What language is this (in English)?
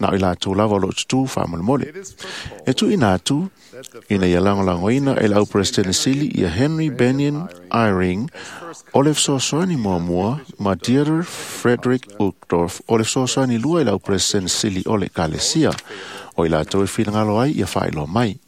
Samoan